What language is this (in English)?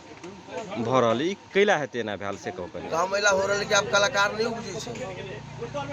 Magahi